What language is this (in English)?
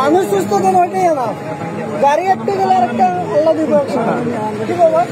Sylheti